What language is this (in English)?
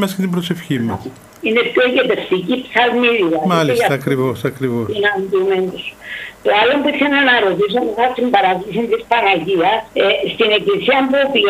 Greek